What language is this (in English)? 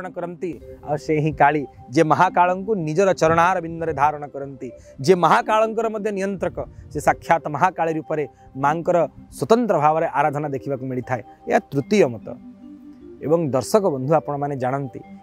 Odia